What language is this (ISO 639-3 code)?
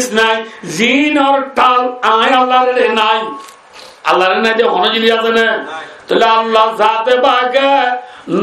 rhg